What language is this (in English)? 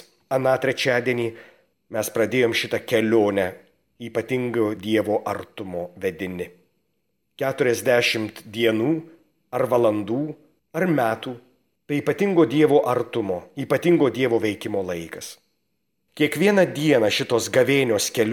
Lithuanian